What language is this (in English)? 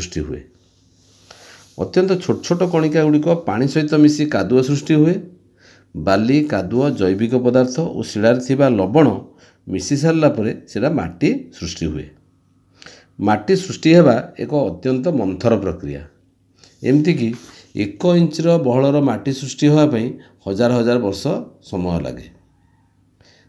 Odia